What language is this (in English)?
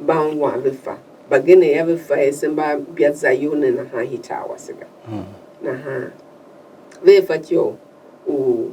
Tiv